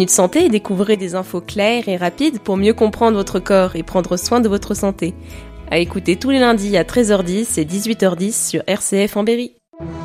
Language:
French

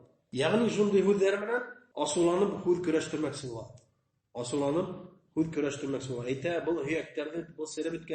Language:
Bashkir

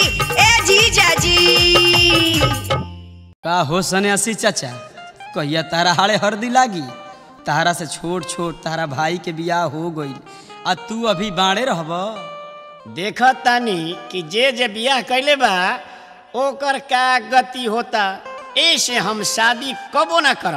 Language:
Bhojpuri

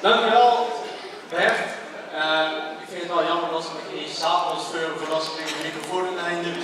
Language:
Limburgish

